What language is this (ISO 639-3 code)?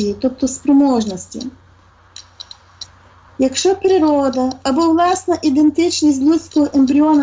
ukr